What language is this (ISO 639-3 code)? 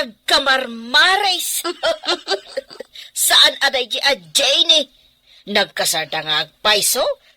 ilo